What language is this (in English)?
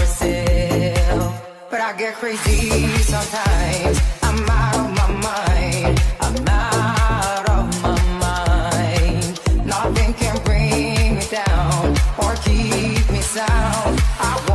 English